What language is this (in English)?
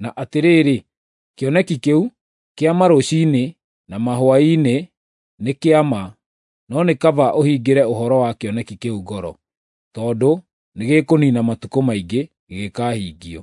Kikuyu